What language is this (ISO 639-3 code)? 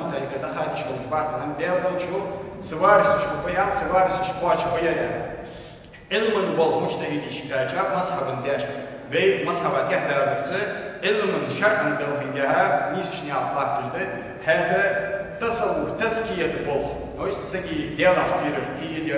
inh